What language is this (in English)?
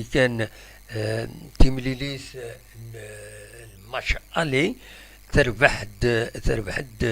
Kabyle